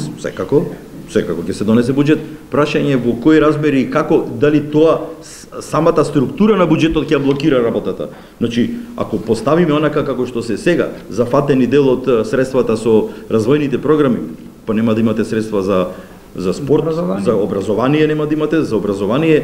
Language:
Macedonian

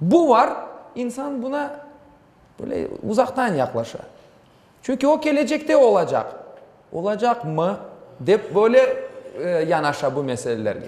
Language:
Crimean Tatar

